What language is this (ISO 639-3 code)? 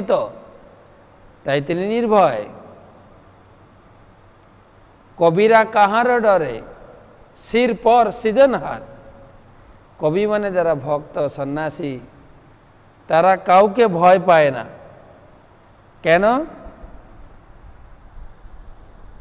ben